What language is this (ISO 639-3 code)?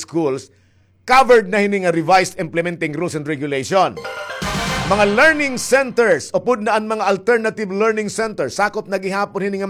war